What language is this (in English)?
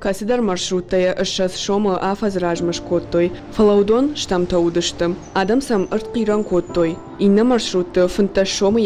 Ossetic